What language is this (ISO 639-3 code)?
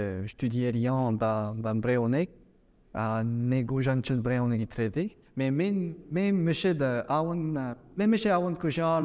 bre